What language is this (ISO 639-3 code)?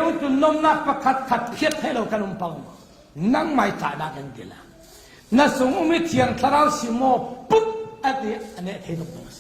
cfm